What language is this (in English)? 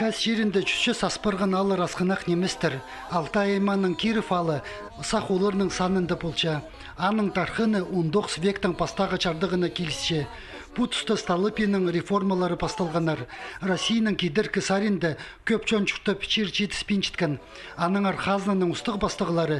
Khakas